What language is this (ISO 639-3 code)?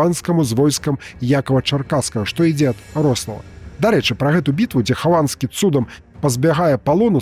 bel